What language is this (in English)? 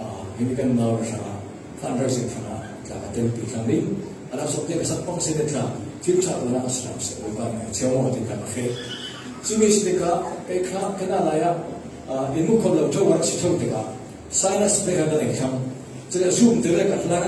Falam Chin